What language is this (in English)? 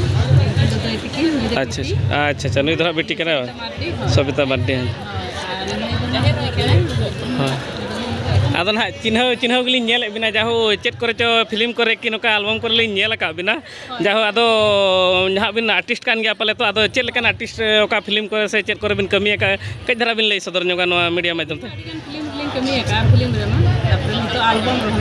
Santali